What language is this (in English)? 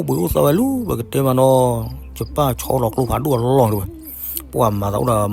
S'gaw Karen